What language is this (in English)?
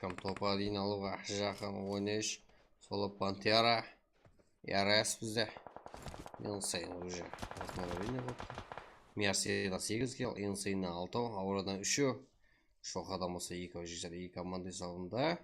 Kara-Kalpak